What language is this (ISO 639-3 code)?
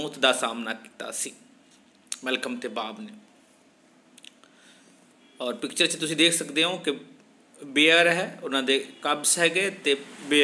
pan